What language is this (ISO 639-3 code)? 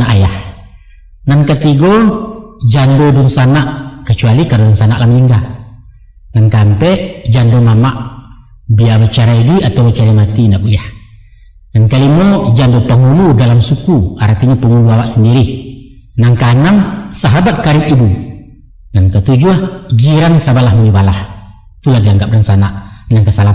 min